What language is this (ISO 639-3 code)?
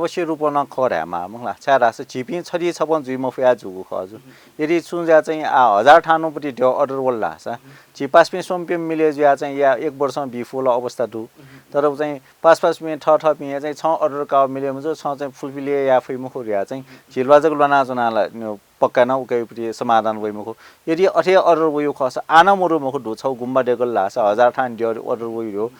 new